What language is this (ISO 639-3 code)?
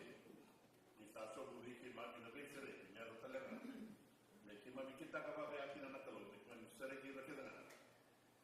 fij